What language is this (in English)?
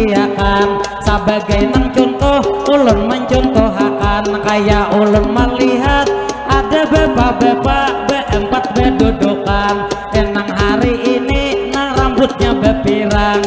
Banjar